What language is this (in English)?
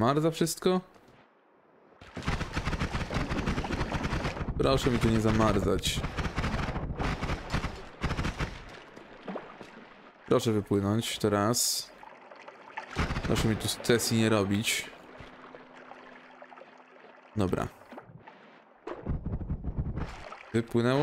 Polish